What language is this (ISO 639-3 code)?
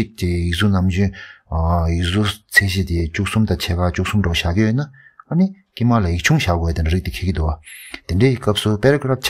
bod